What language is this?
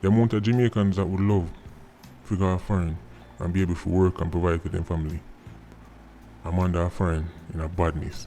Jamaican Creole English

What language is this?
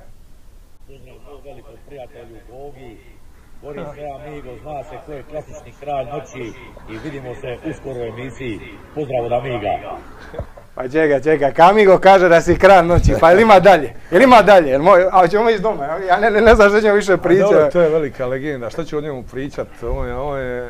Croatian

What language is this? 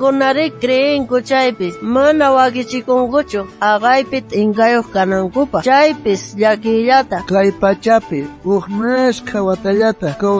South Bolivian Quechua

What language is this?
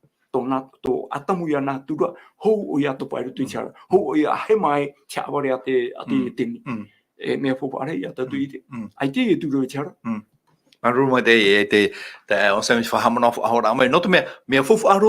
Tahitian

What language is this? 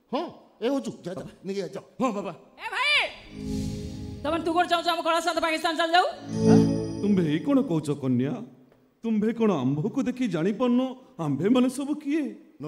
Odia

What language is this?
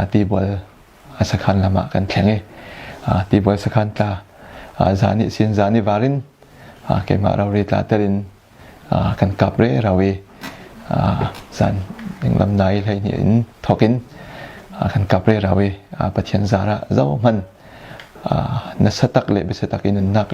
Falam Chin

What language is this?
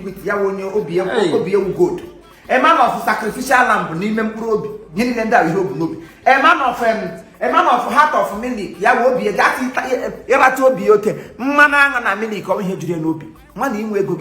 Igbo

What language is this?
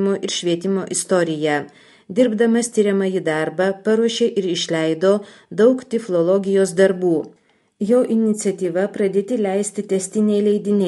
Lithuanian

